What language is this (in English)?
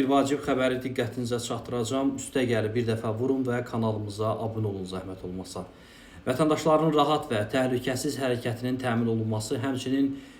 Azerbaijani